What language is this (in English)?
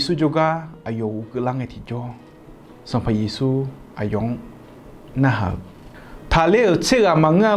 Akha